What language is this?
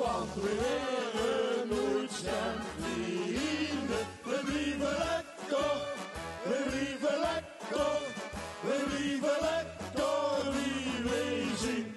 Limburgish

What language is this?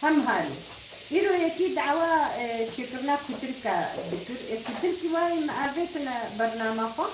Kurdish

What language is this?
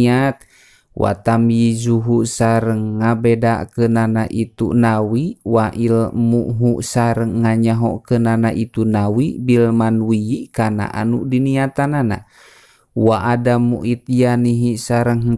Sundanese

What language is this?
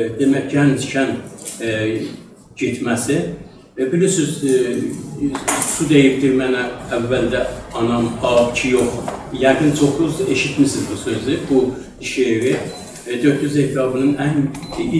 South Azerbaijani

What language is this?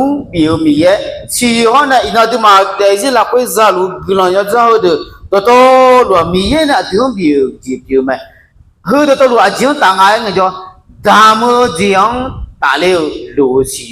Akha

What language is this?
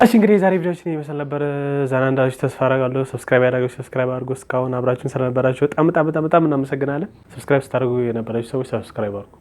Amharic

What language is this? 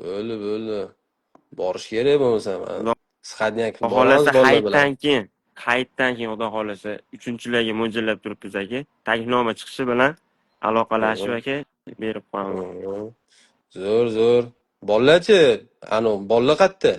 Uzbek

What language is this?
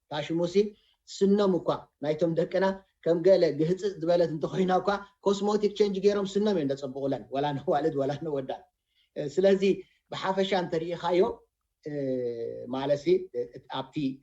Tigrinya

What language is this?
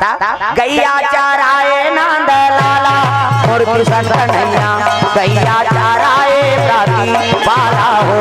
Chhattisgarhi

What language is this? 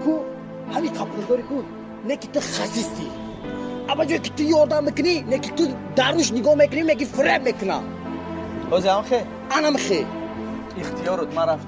Tajik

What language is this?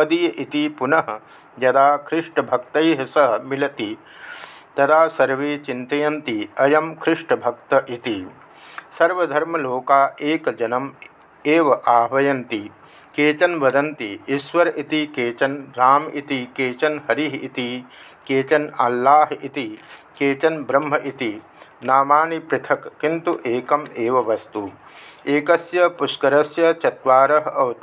Sanskrit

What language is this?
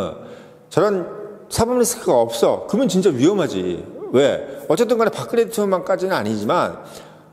Korean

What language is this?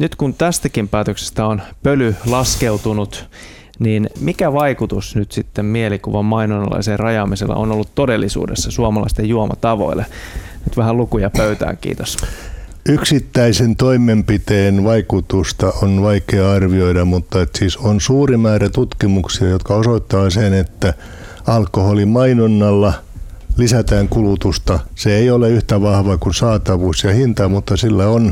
Finnish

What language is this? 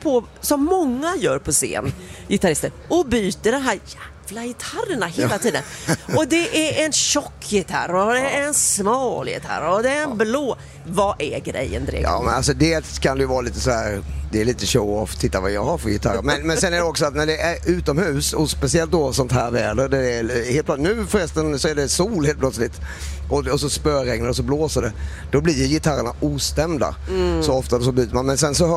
Swedish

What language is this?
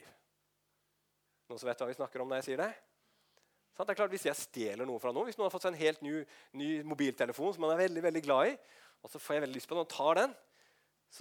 Norwegian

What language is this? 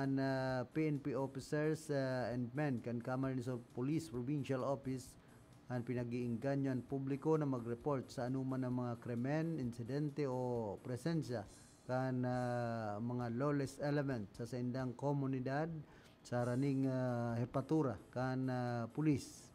Bikol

